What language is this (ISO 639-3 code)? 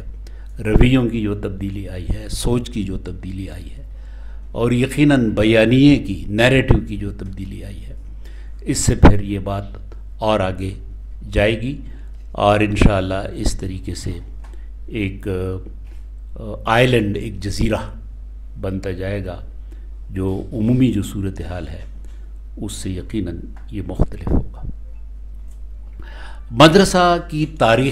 urd